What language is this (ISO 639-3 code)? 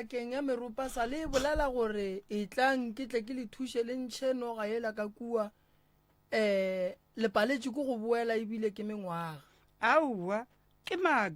nso